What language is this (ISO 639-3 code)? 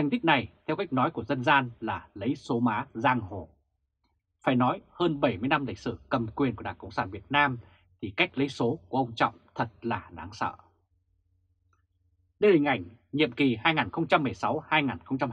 vie